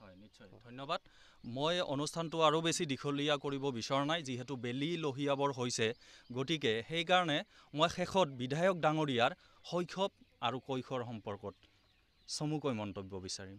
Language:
Assamese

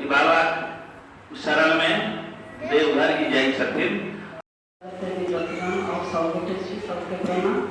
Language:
Maithili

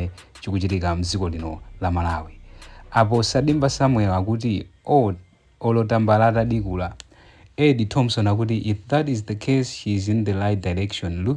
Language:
Nyanja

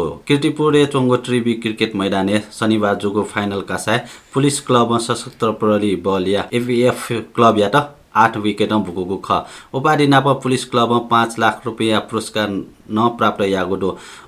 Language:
Newari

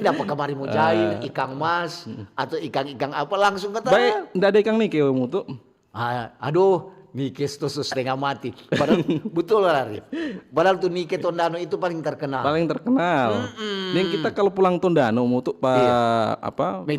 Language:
Manado Malay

